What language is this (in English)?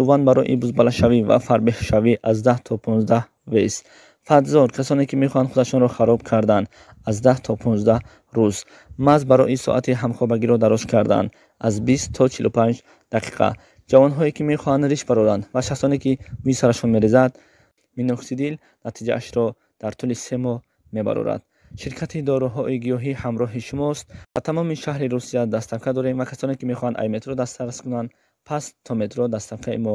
Tajik